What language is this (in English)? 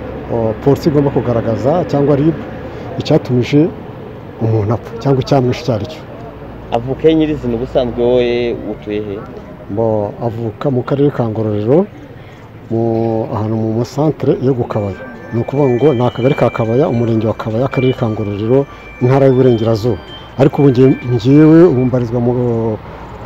Kinyarwanda